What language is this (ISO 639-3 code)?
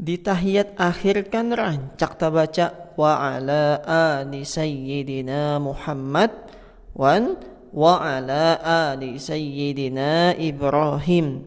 bjn